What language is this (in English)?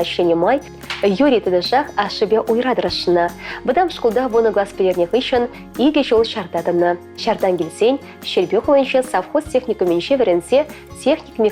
Chuvash